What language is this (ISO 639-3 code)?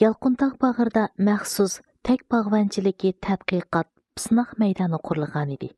uig